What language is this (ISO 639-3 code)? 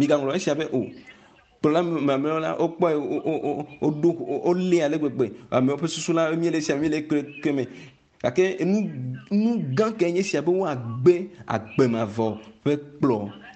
ewe